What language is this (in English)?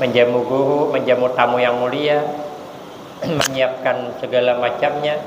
Banjar